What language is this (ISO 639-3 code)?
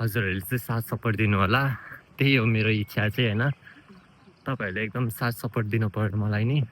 nep